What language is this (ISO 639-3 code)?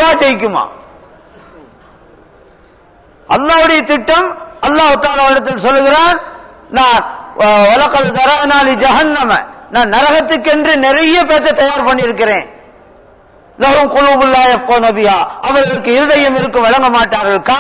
tam